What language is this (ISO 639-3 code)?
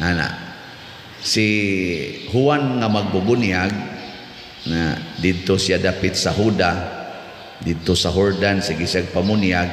ceb